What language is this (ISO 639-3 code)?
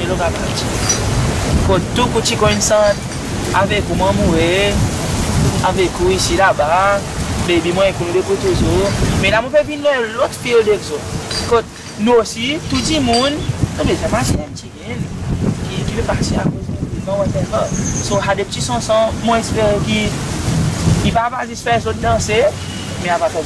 crs